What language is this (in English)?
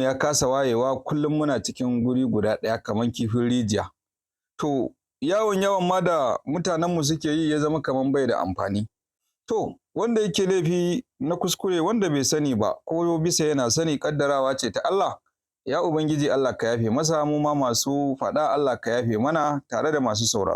Hausa